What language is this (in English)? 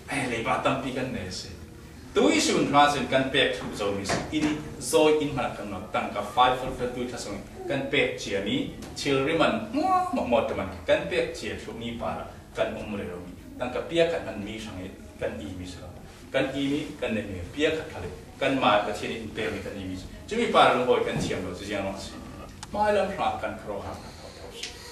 Falam Chin